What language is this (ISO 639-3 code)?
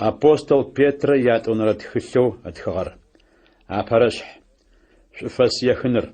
ady